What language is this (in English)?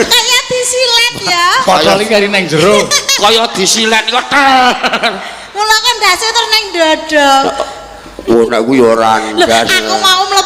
Javanese